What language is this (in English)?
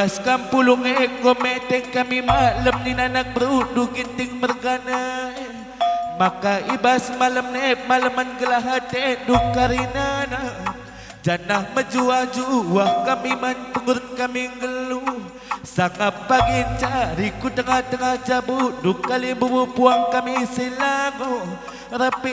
Batak Karo